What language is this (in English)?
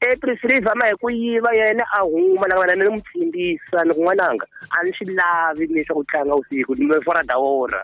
Tsonga